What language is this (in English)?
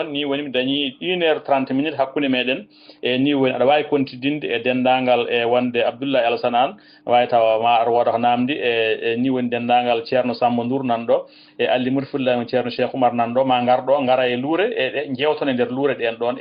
Fula